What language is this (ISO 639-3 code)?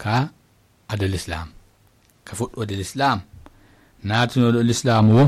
ful